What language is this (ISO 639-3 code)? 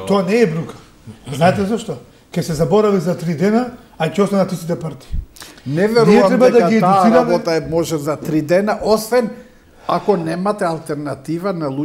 mkd